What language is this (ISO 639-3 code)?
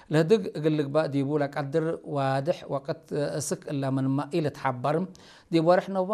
tir